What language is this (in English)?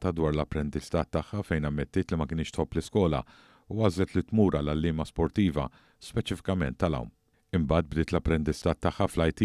Maltese